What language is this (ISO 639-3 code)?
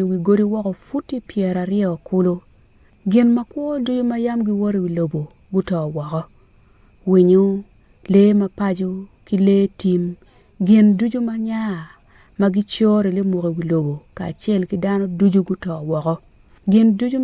ach